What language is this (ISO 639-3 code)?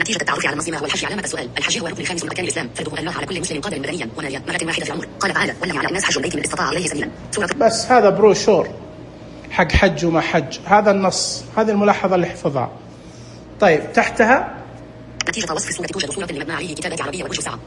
ars